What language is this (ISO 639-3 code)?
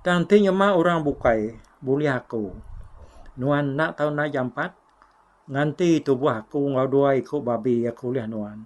iba